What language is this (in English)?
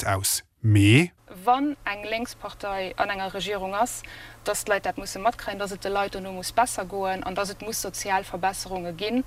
Luxembourgish